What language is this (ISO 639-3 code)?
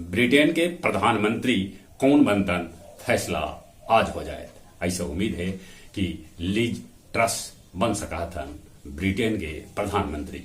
mag